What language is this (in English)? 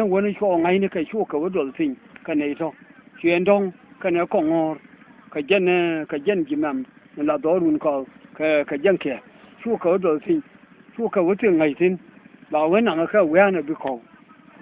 Nuer